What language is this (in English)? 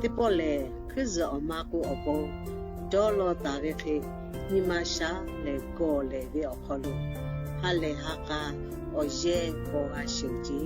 Lahu